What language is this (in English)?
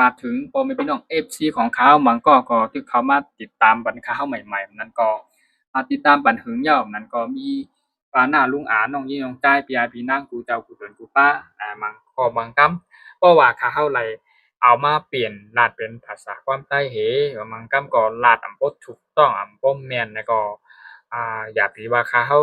Shan